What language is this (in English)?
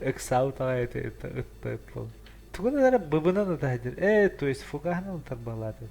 Yakut